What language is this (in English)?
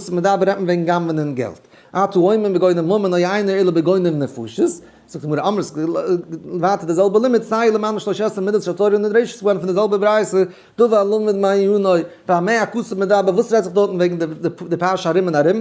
Yiddish